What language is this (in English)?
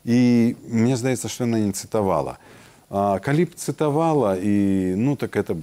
Belarusian